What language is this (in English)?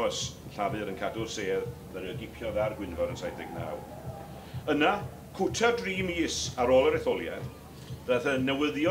Welsh